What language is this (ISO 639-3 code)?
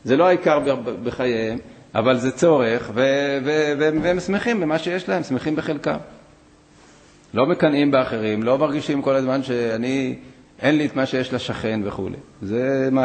heb